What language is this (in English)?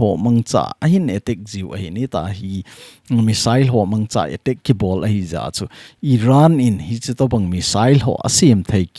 Thado Chin